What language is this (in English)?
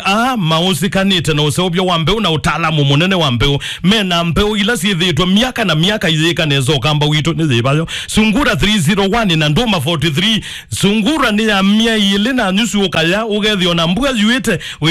Kamba